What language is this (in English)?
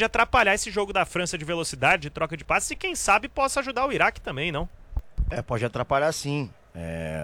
Portuguese